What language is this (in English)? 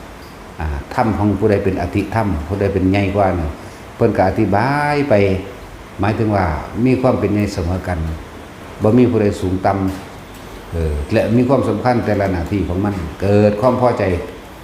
Northeastern Thai